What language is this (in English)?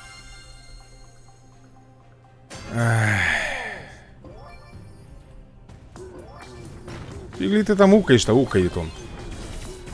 Russian